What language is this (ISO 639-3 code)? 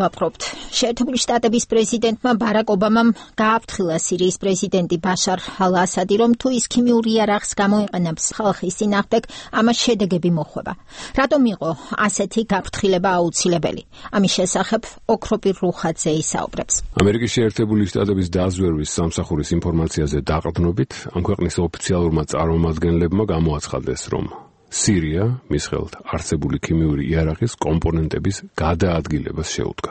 kat